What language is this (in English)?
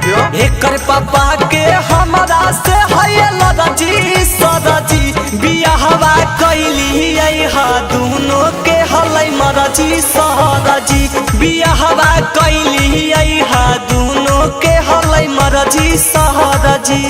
Magahi